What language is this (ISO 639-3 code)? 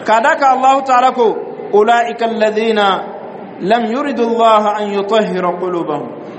dyu